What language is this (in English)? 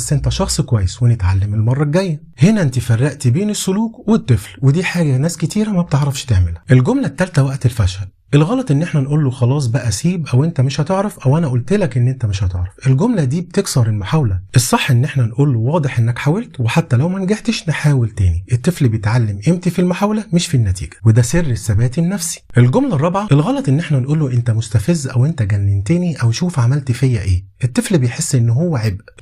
Egyptian Arabic